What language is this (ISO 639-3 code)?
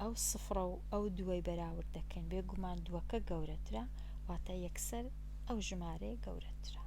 ckb